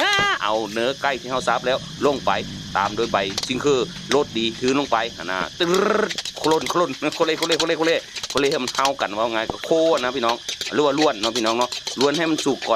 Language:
Northeastern Thai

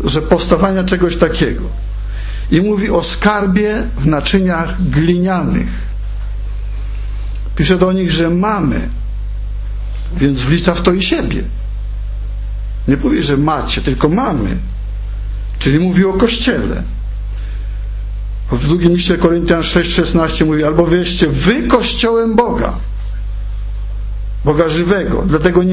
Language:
Polish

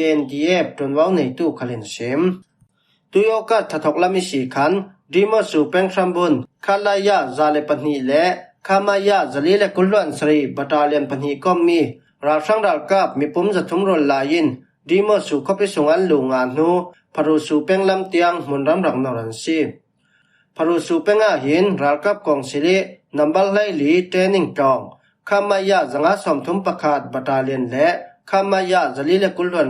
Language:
Falam Chin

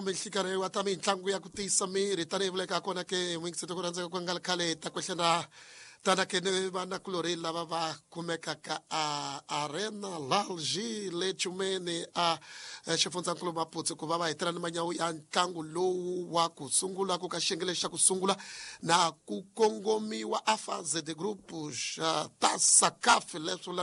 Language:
Tsonga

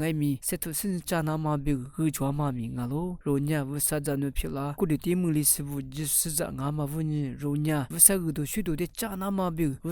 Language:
Lisu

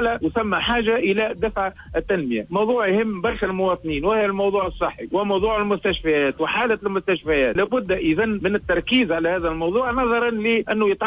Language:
Tunisian Arabic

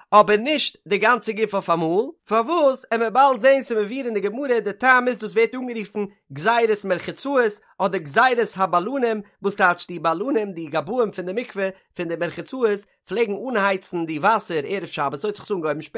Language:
Yiddish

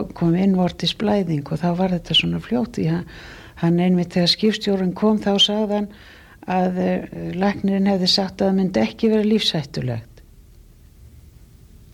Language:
Icelandic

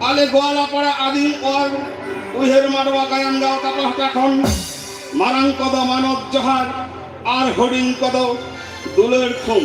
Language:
Santali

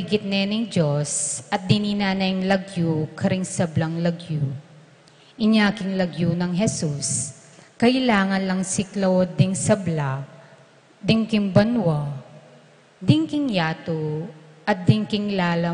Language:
Pampanga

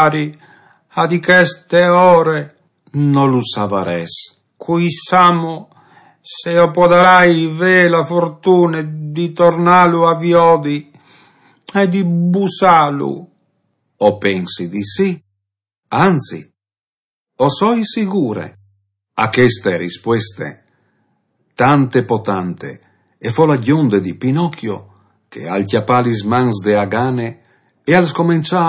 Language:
Friulian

